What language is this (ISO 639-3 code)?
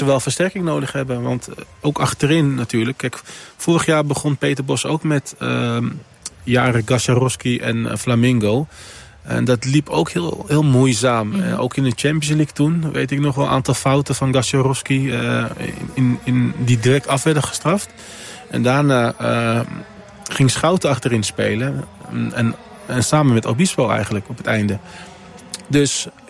nld